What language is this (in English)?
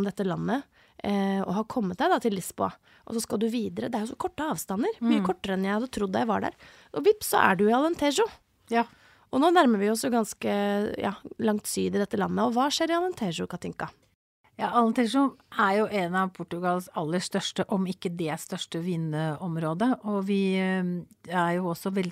Norwegian